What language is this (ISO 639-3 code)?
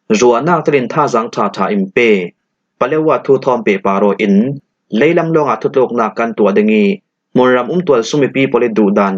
cfm